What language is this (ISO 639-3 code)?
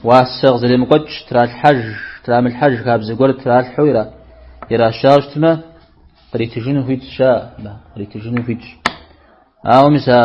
kbd